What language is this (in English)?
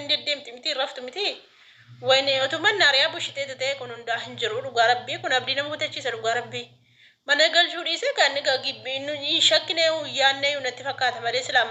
Oromo